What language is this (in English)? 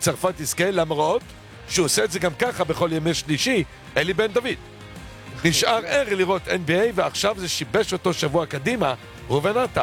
Hebrew